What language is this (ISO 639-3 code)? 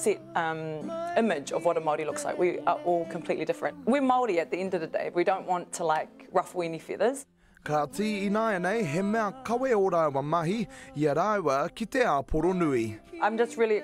mri